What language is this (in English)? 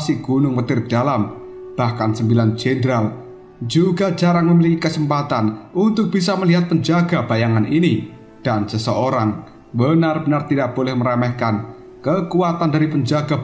Indonesian